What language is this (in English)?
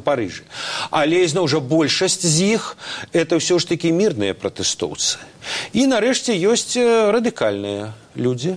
Belarusian